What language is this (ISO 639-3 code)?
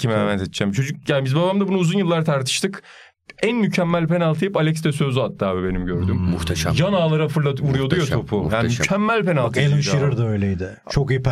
tur